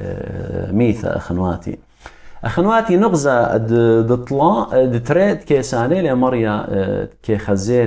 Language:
Assyrian Neo-Aramaic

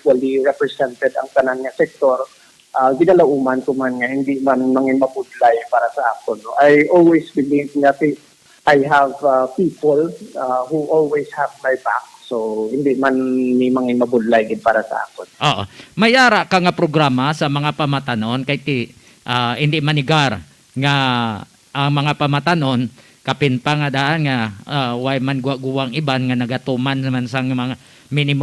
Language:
Hiligaynon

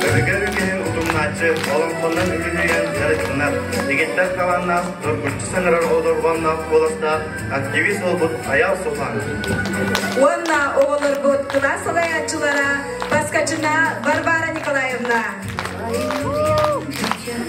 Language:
Yakut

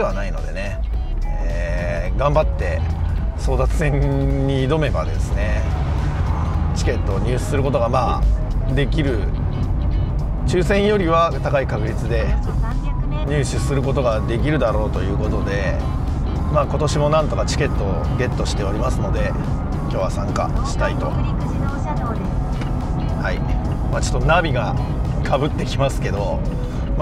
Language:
Japanese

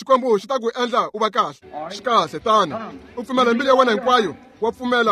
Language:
Tsonga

